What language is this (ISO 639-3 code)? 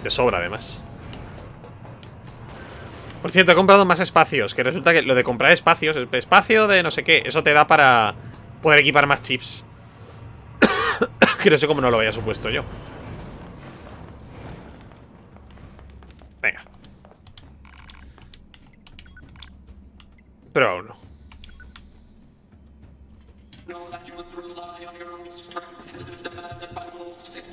spa